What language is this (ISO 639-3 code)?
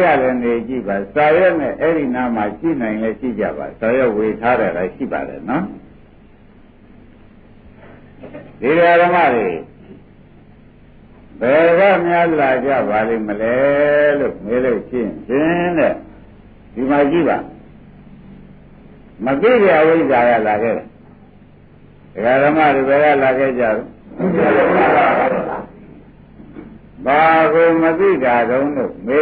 mya